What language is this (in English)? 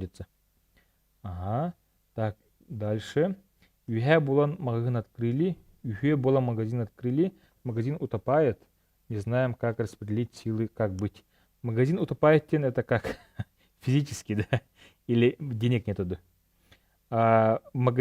Yakut